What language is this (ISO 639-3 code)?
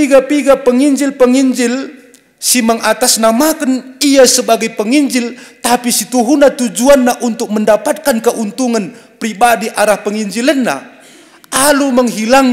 btx